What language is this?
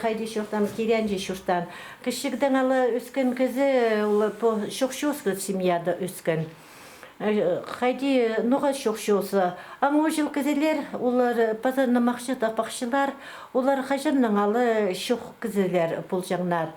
Khakas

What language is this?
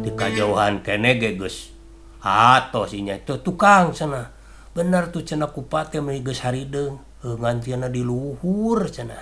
Sundanese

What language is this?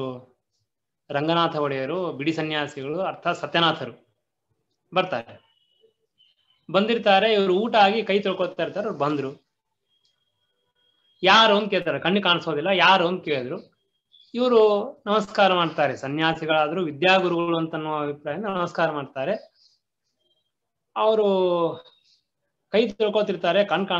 Kannada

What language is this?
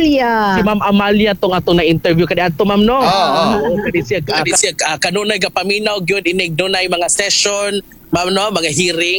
Cebuano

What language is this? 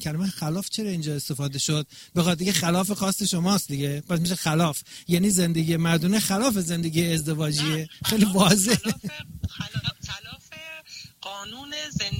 Persian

